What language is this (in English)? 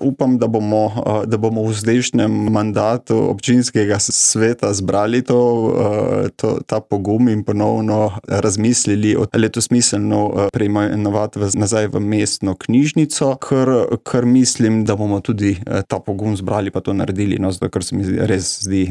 Slovenian